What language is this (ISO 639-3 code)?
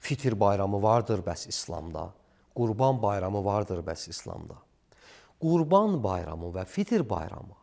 aze